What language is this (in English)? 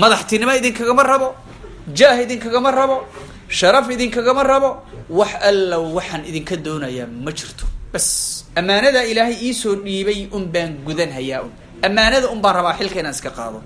Somali